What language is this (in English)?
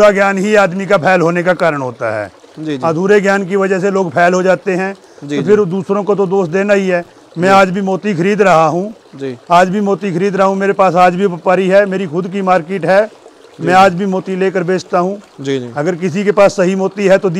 Hindi